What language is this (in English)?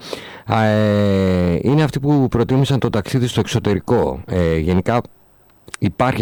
Greek